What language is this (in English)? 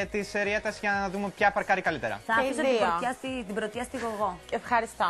Greek